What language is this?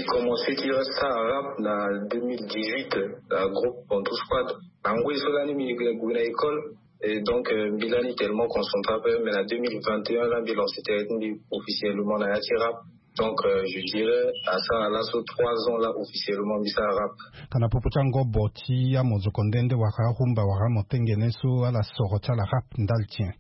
Sango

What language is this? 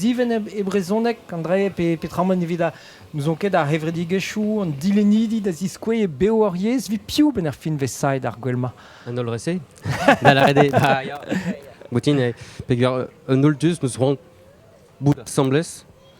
Breton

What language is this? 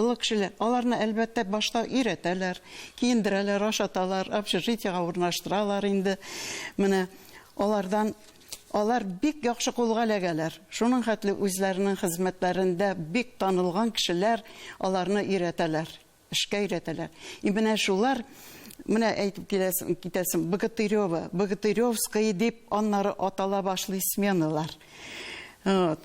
Tatar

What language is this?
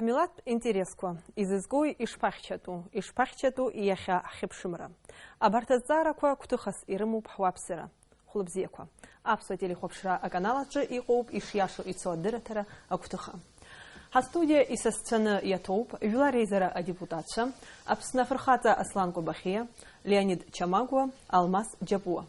Abkhazian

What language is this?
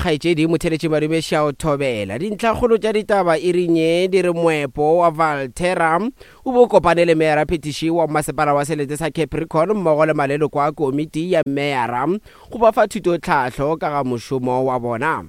Northern Sotho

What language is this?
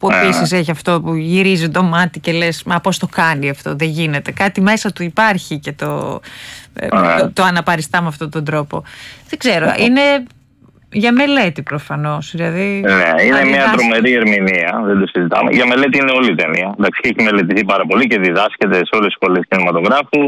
Greek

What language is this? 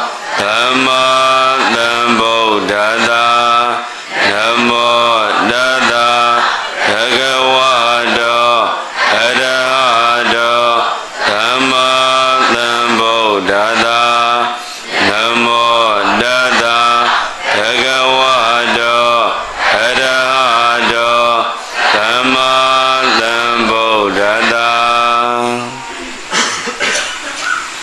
Burmese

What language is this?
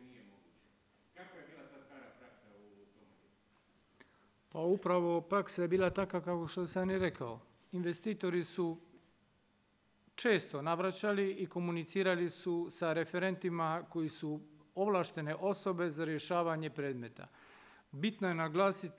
Croatian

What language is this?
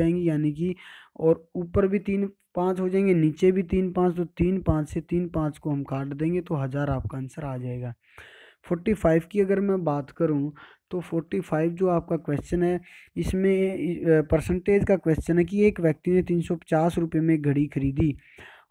Hindi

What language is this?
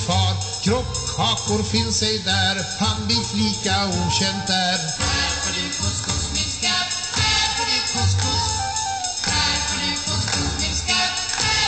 Swedish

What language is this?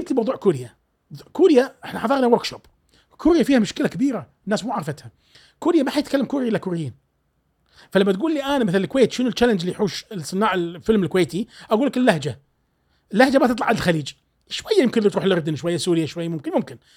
Gulf Arabic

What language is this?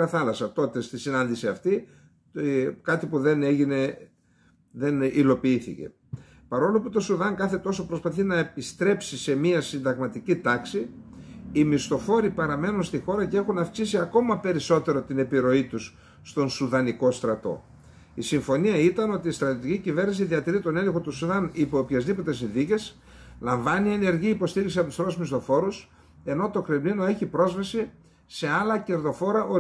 Greek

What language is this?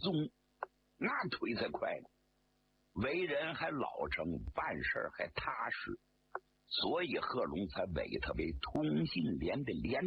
Chinese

